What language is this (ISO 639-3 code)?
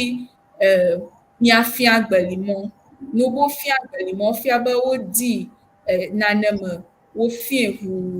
ewe